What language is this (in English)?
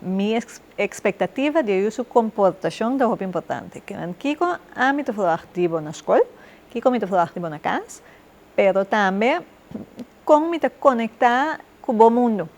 Papiamento